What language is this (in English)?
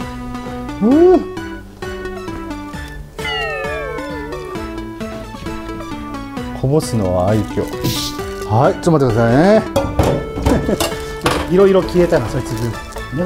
Japanese